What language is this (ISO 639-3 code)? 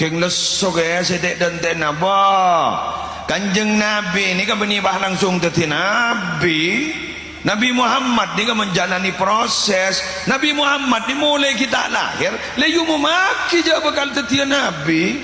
mad